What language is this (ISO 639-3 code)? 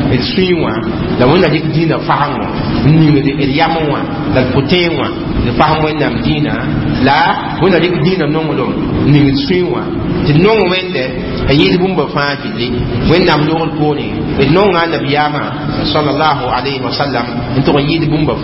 mos